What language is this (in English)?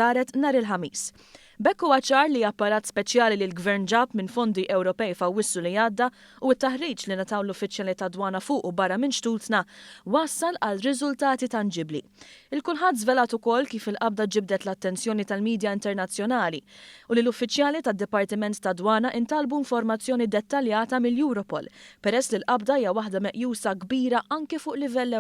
Maltese